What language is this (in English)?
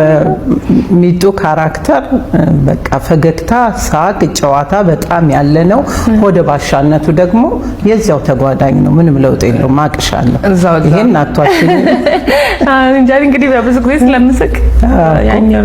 Amharic